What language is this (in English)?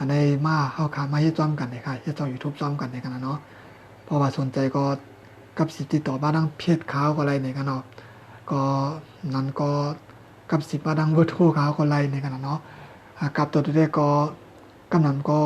Shan